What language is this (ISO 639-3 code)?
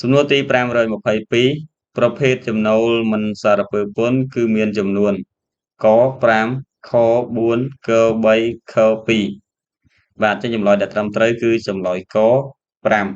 khm